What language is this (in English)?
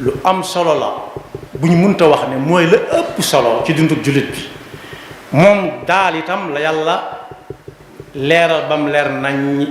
Wolof